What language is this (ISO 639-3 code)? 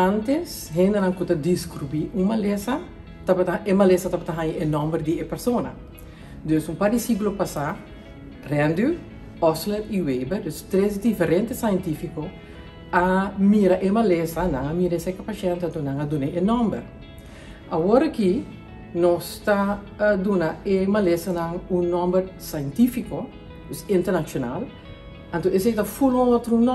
pap